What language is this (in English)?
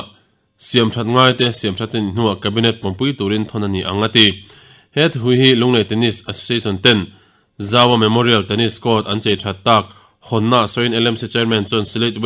Mizo